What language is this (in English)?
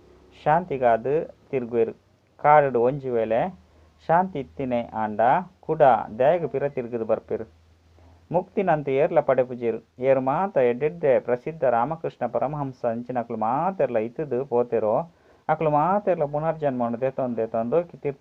Tulu